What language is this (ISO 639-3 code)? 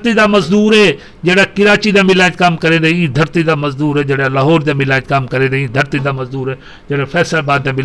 lah